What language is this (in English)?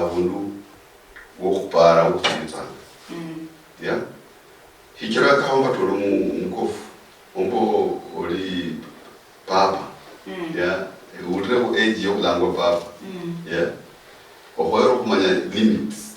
Luyia